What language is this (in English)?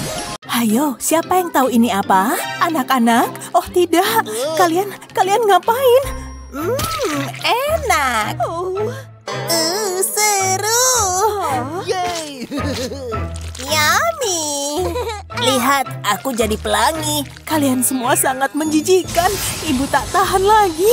Indonesian